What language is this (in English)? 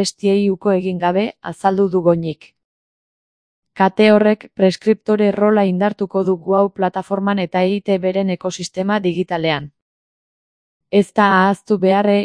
Basque